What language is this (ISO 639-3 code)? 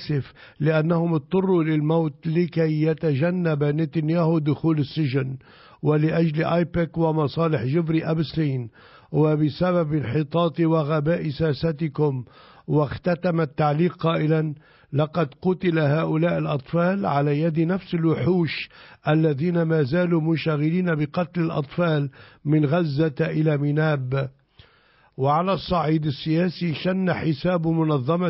ara